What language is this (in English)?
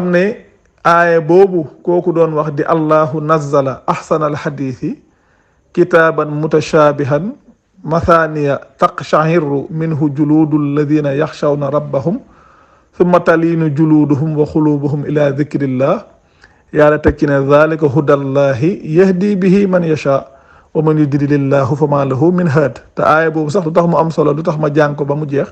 Wolof